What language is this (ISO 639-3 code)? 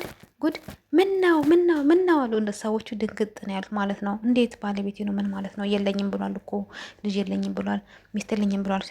amh